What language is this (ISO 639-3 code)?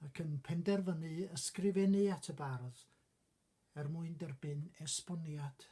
cym